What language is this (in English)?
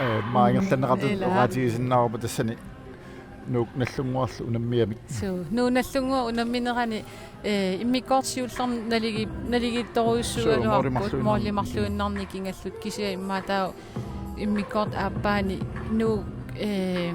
Kalaallisut